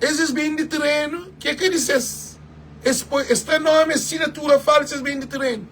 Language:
Kabuverdianu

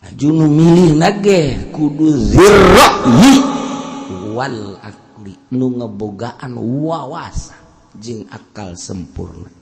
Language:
Sundanese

